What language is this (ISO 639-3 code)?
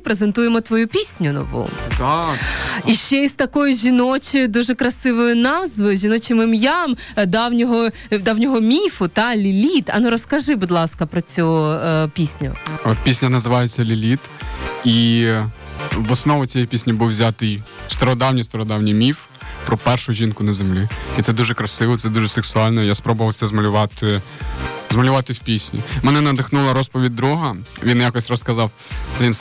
ukr